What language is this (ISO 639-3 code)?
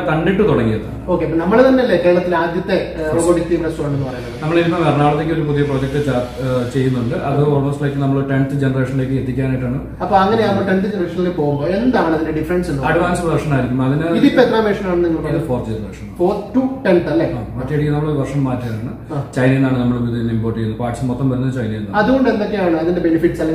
mal